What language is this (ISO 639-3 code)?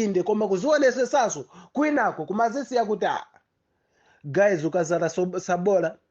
nya